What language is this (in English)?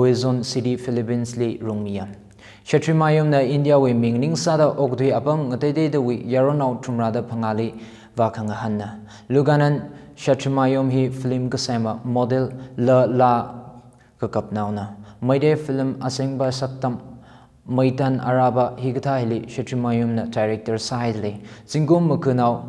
Tangkhul Naga (India)